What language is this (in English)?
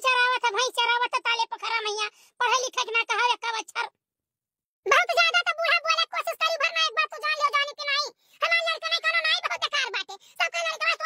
Awadhi